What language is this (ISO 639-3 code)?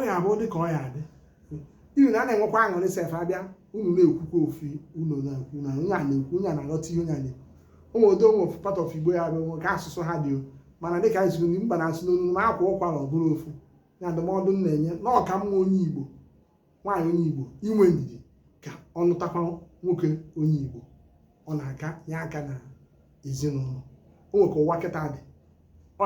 ibo